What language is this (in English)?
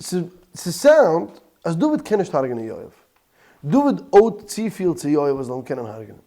Yiddish